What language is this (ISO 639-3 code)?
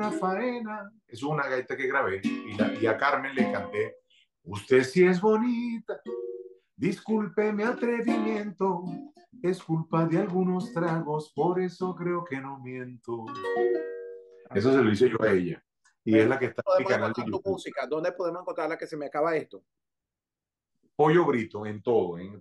spa